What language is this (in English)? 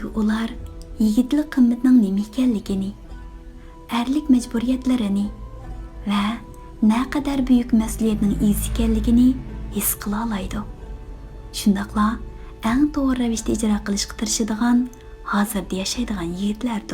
Uyghur